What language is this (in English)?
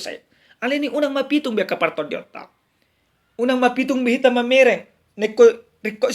Batak Toba